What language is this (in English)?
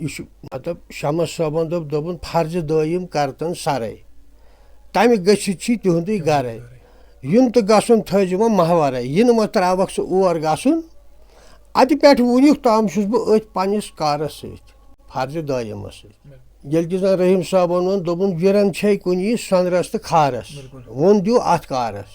Kashmiri